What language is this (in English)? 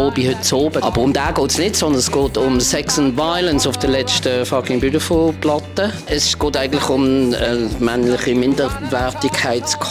Swiss German